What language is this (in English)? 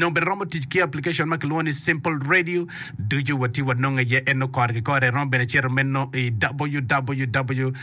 Acoli